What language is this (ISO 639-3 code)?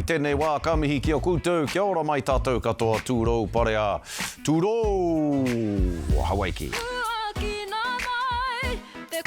mri